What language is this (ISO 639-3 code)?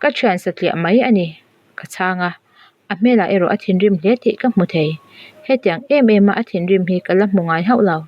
lus